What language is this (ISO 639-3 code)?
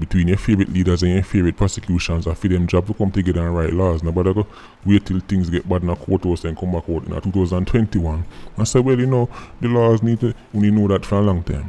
jam